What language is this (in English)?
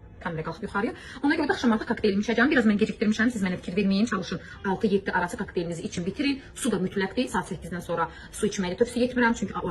Azerbaijani